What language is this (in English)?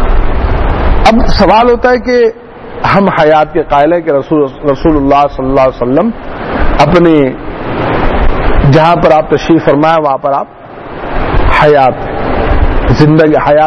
Urdu